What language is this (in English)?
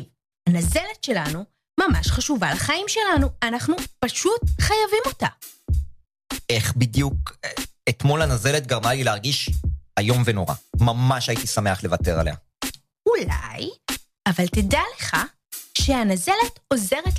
Hebrew